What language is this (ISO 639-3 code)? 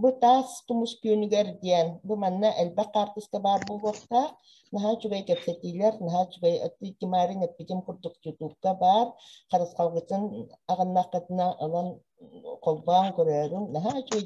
sah